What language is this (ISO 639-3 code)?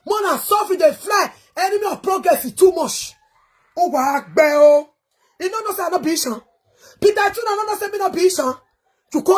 pcm